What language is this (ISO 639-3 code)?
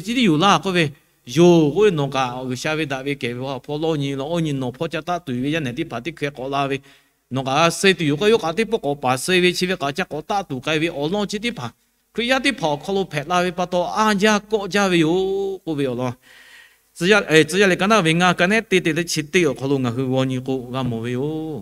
lhu